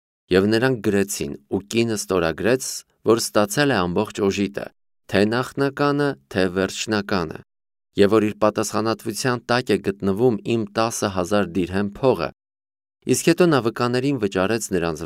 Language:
Armenian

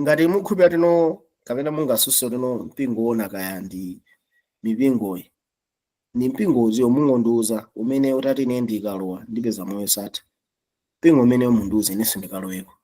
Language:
Nyanja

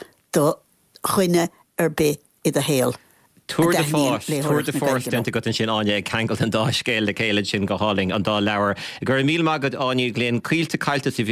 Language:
Irish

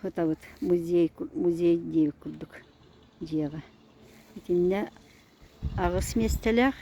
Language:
Yakut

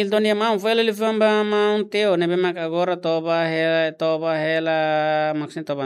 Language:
Tetum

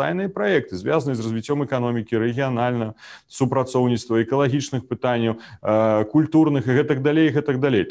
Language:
Belarusian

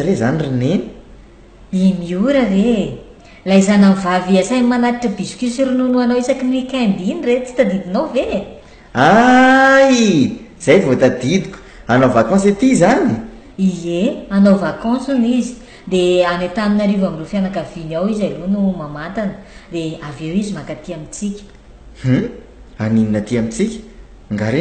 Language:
Malagasy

